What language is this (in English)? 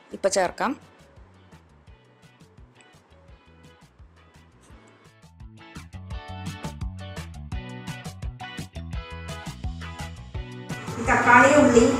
Malayalam